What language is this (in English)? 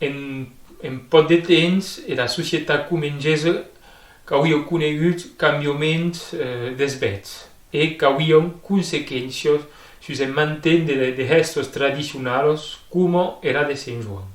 Occitan